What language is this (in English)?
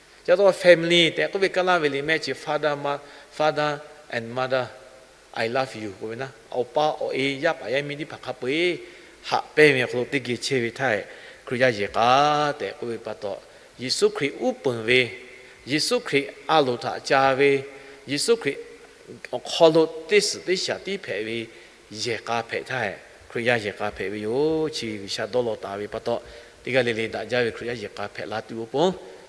Lahu